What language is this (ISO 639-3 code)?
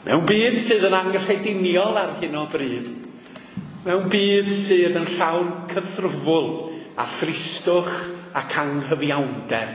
cym